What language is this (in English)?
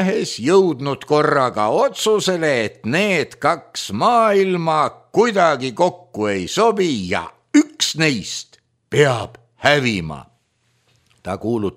Estonian